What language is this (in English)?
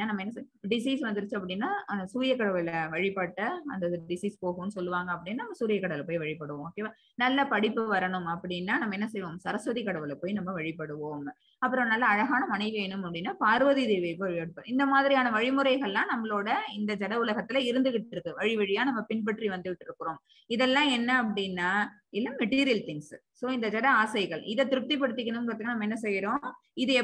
Tamil